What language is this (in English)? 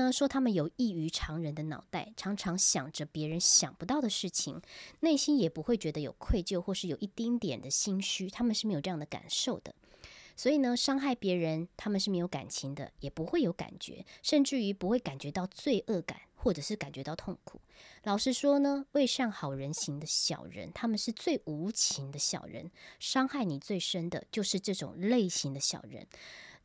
Chinese